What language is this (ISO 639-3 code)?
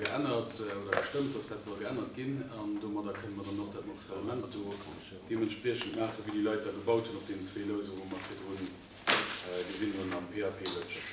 ltz